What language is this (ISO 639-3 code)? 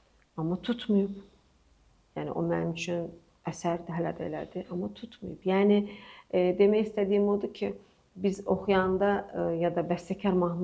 aze